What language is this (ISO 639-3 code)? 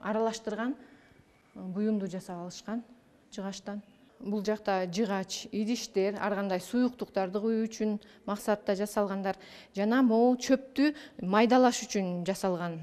kir